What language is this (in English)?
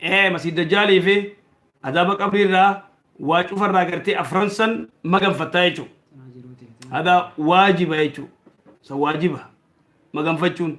Oromo